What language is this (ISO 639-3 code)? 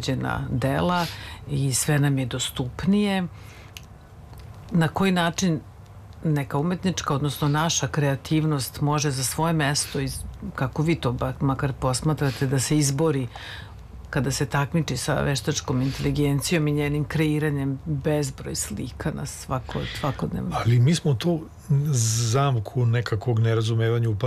srp